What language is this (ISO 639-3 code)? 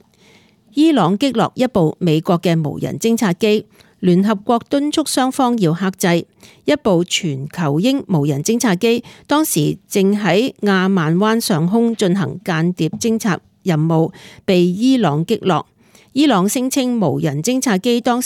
yue